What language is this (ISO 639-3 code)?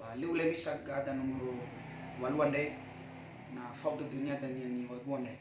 nia